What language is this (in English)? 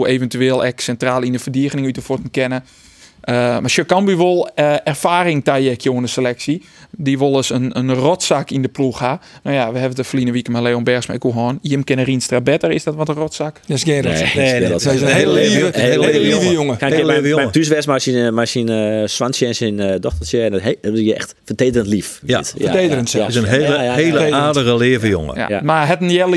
Western Frisian